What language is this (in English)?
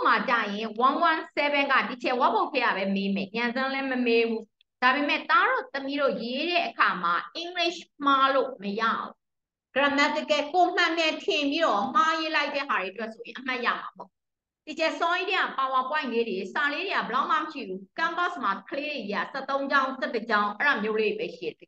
Burmese